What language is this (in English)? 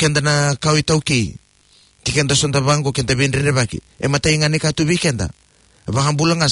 Fijian